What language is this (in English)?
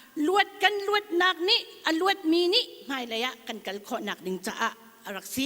Hakha Chin